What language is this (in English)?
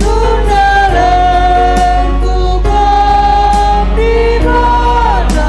Batak Karo